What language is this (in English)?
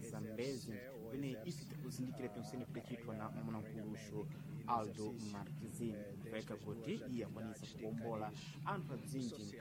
Sena